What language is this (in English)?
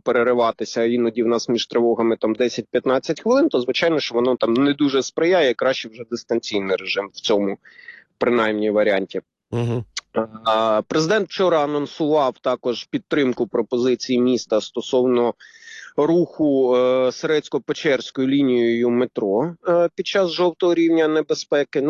Ukrainian